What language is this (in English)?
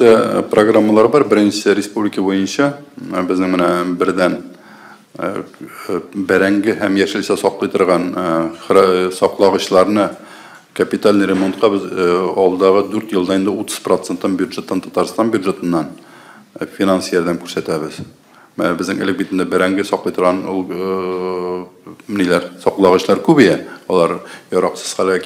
Tatar